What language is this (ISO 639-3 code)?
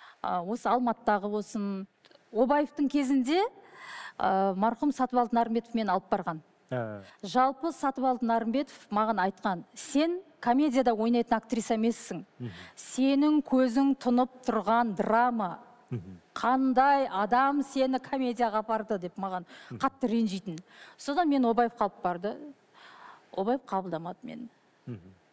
kaz